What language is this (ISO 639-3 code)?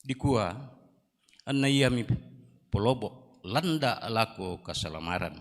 sda